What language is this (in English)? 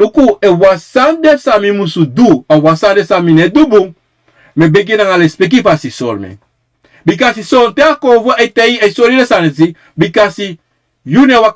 Sranan Tongo